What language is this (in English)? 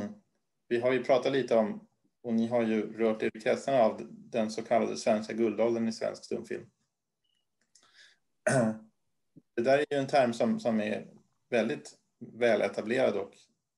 Swedish